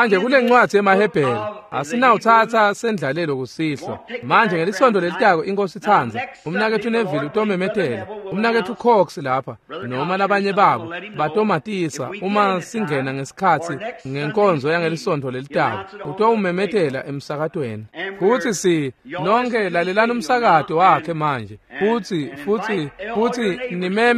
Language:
Swati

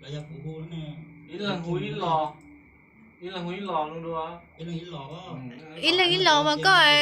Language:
Hmong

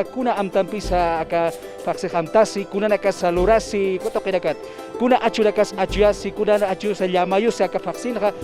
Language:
Aymara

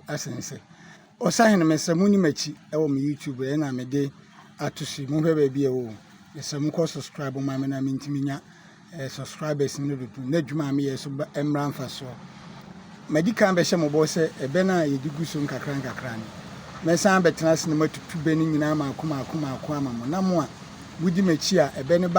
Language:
Akan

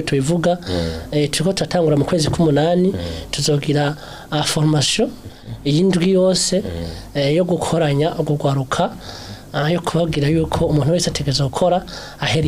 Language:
Rundi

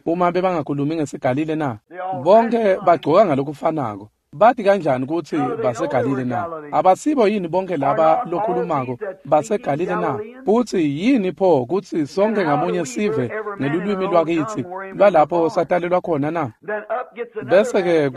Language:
Swati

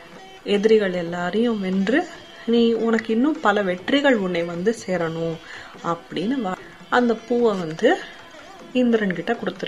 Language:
Tamil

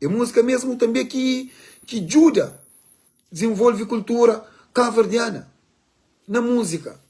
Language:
Kabuverdianu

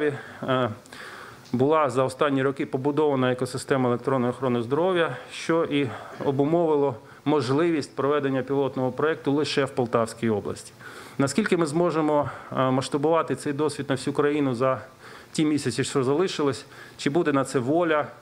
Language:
Ukrainian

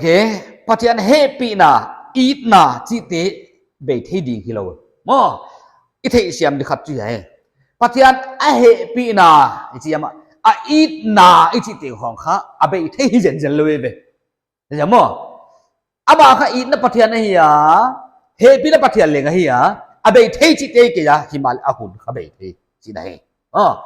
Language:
Paite Chin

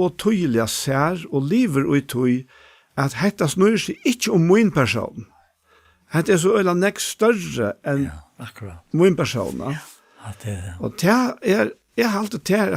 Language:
Faroese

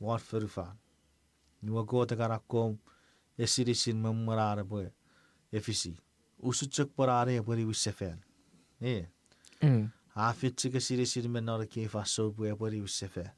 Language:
Chuukese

